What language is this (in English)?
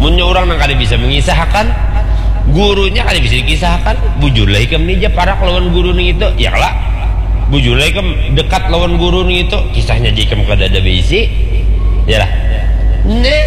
Banjar